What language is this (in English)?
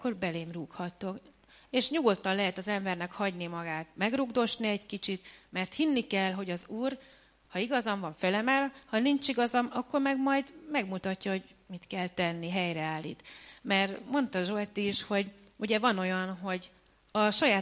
Hungarian